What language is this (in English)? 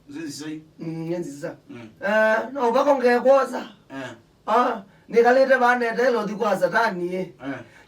Kamba